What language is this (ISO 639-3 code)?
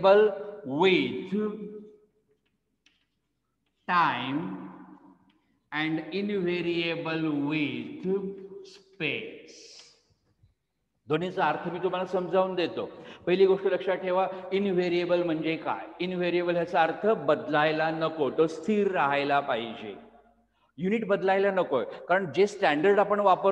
mar